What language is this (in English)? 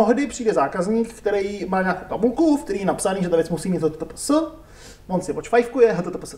Czech